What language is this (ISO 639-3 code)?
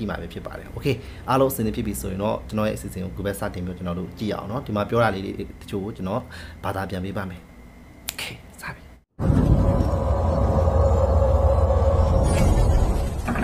mya